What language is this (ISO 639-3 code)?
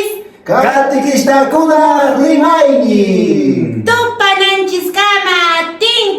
que